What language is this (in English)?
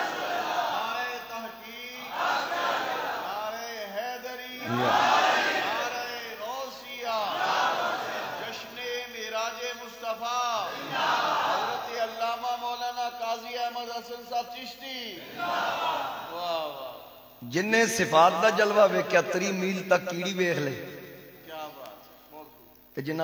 Western Panjabi